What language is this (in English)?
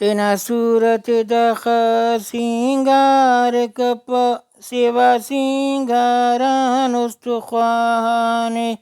Brahui